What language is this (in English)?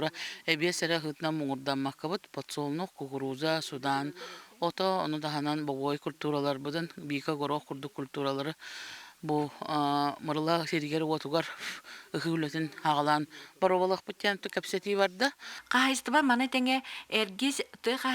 Yakut